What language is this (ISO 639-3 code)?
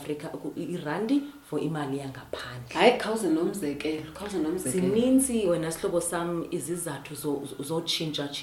xho